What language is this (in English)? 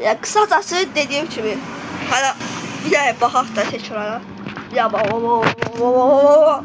Azerbaijani